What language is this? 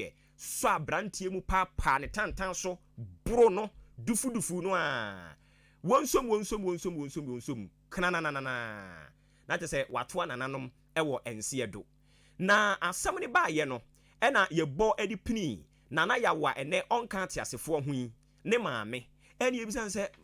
Akan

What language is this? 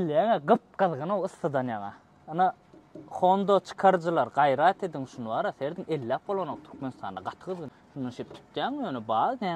Turkmen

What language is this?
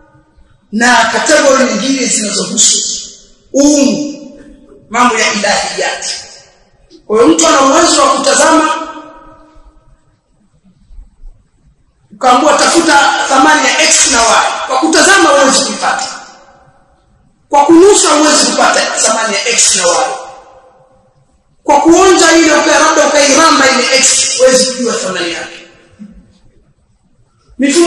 Swahili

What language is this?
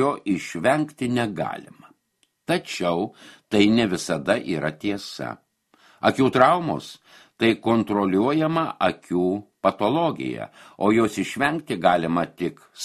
Lithuanian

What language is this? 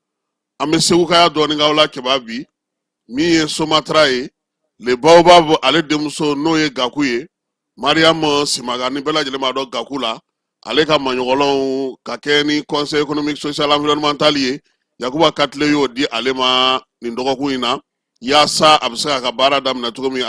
Bambara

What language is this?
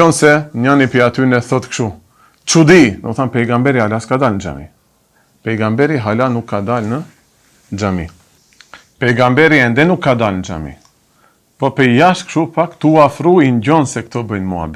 Albanian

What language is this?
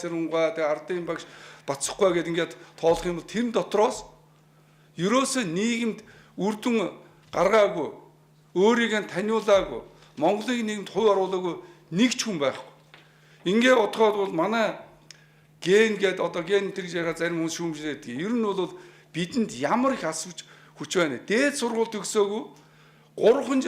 Mongolian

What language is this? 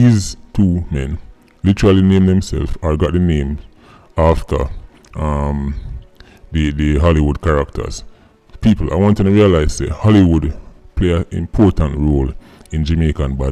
Jamaican Creole English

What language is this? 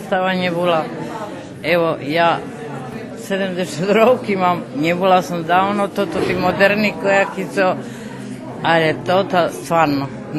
Rusyn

